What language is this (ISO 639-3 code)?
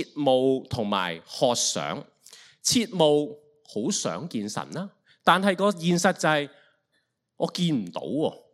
yue